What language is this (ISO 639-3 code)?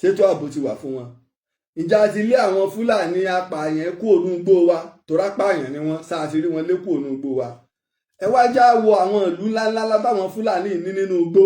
yor